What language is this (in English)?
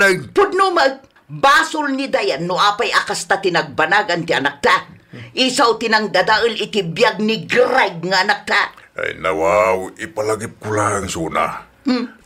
Iloko